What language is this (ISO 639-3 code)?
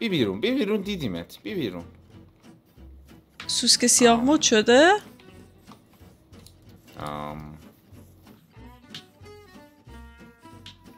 fas